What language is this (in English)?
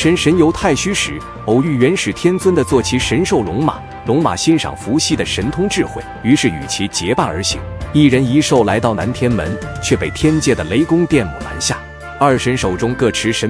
Chinese